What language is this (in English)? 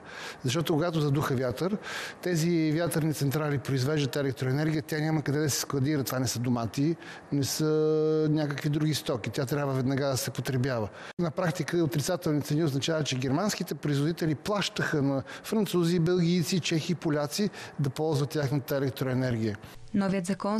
Bulgarian